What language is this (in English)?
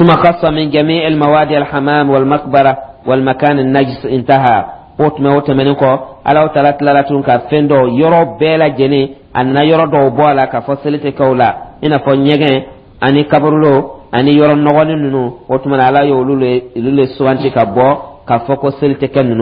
Dyula